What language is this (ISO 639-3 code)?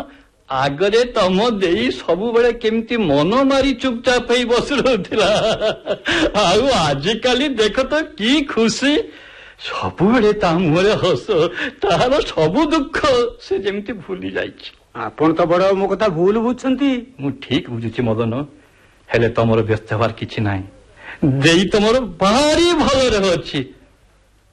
ori